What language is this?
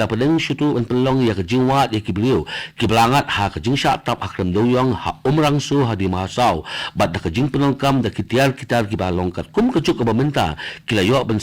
Khasi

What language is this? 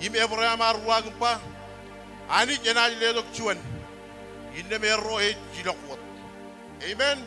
Marshallese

